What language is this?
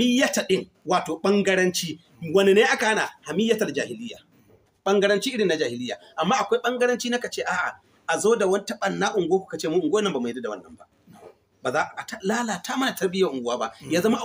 Hausa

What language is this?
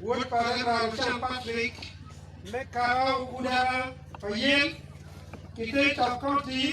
Acoli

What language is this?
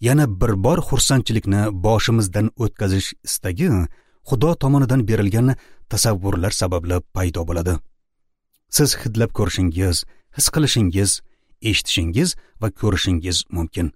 Uzbek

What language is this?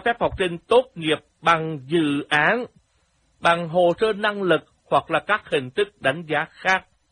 Vietnamese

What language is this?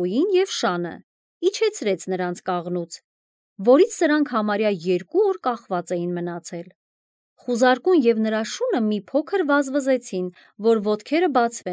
Armenian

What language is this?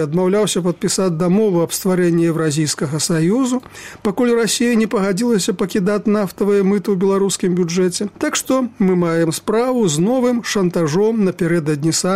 Belarusian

